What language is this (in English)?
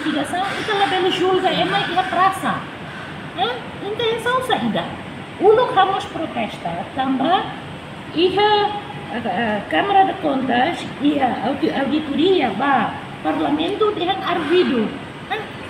Tetum